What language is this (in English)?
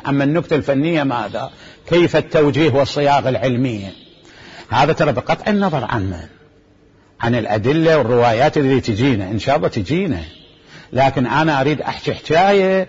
Mesopotamian Arabic